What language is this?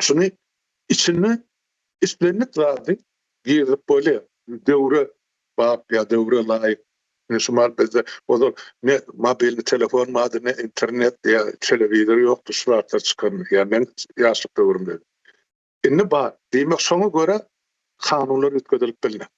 Turkmen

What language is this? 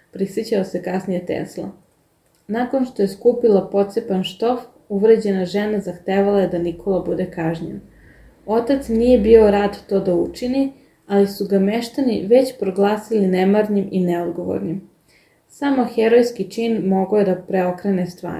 Serbian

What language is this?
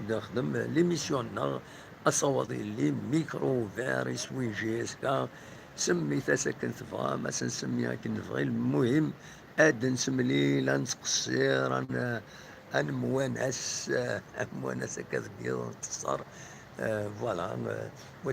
Kabyle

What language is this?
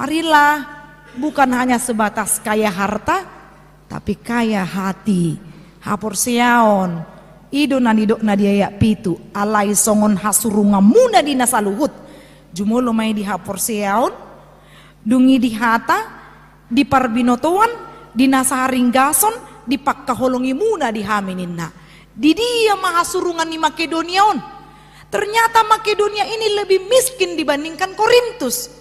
Batak Toba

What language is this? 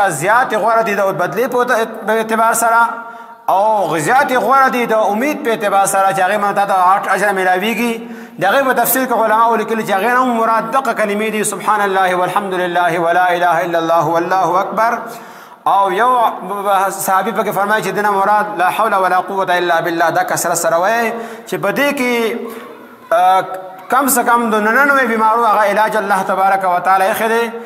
Pashto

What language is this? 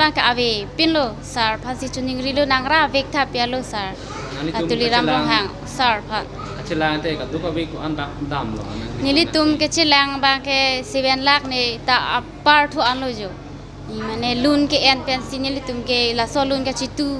Karbi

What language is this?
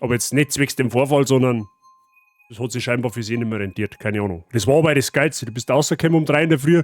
Bavarian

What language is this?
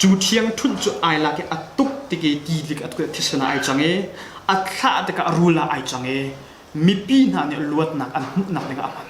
Hakha Chin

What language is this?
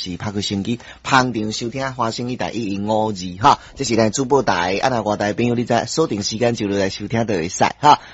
Min Nan Chinese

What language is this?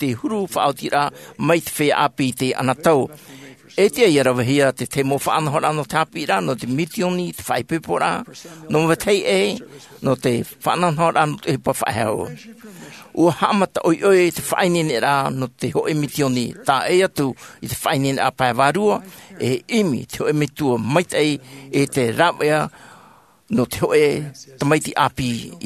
Tahitian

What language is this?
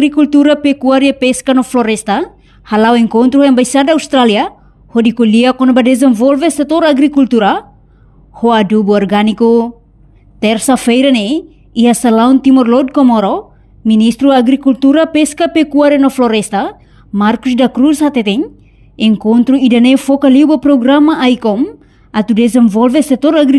Tetum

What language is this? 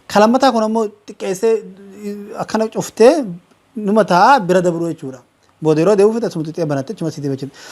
Oromo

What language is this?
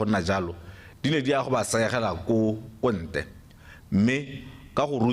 Tswana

